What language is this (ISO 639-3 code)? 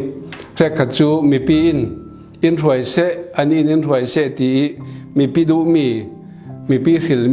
cfm